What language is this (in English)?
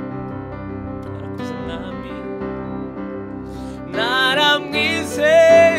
Kinyarwanda